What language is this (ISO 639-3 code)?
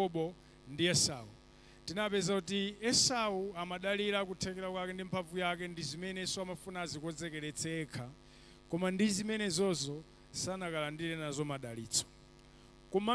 nya